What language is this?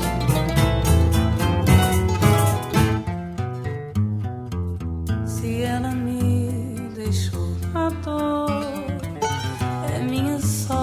Portuguese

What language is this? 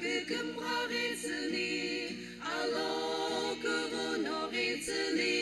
Sumi Naga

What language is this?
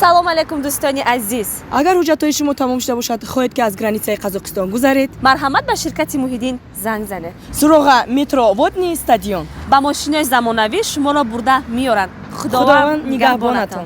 Tajik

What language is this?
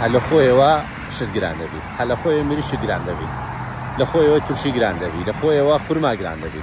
Central Kurdish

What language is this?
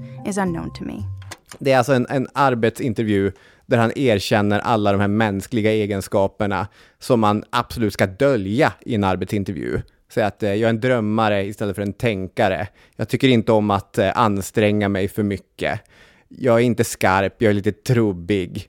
Swedish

